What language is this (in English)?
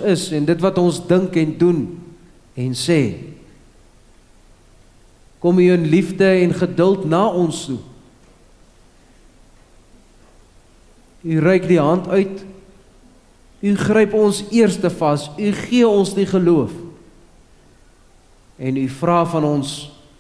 Afrikaans